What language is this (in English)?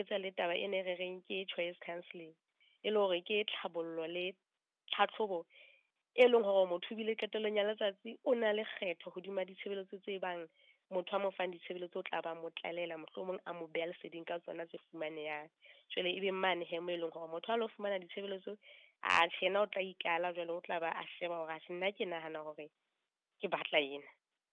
Southern Sotho